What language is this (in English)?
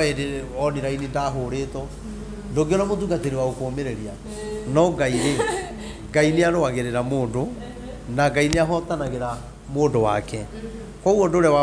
Kikuyu